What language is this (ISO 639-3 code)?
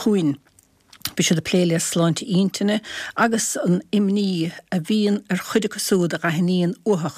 gle